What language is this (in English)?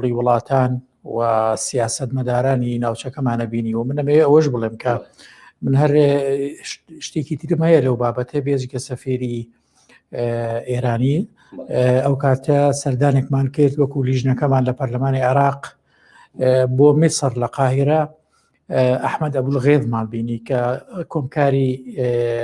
Central Kurdish